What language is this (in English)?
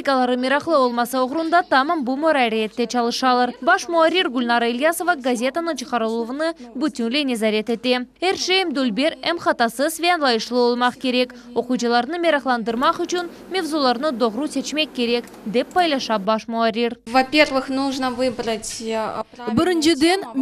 Crimean Tatar